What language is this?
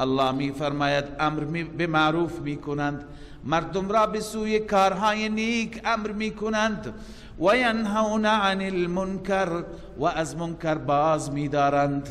Persian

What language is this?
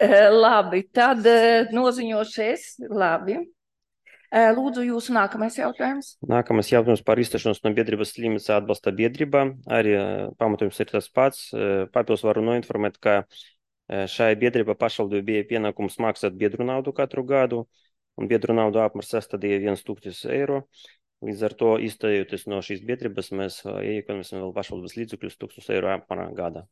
Latvian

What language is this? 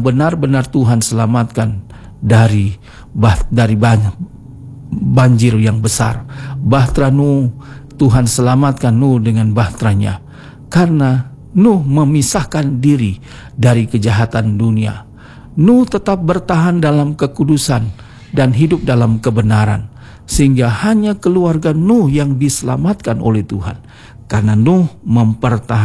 Indonesian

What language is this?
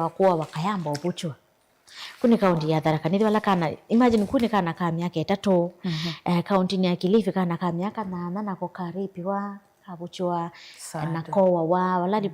Kamba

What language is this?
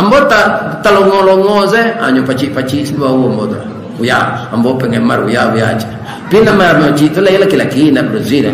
Minangkabau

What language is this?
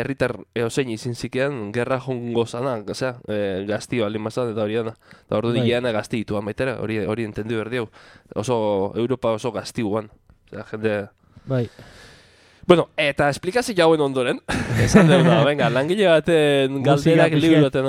Basque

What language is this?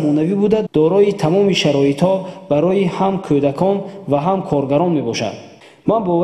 Tajik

